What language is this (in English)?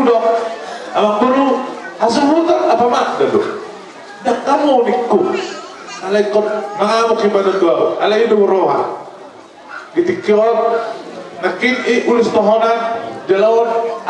Batak Toba